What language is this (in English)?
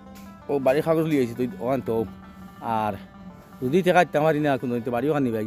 Sylheti